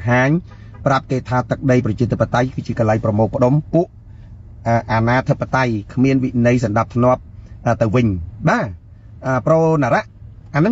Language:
Khmer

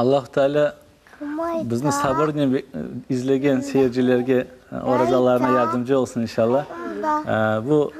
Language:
Crimean Tatar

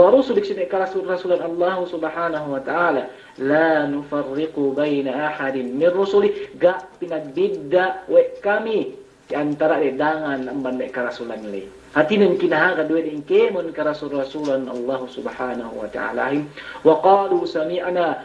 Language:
Yakan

